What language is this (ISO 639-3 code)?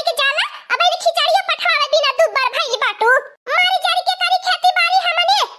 awa